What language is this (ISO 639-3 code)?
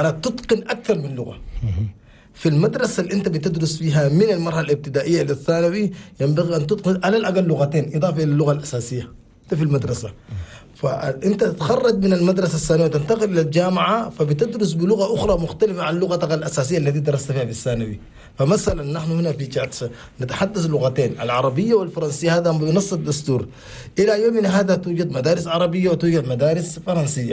shu